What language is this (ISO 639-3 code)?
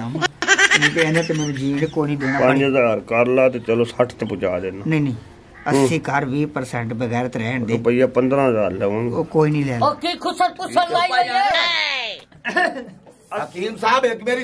pan